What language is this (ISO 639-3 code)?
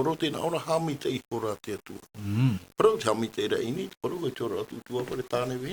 tah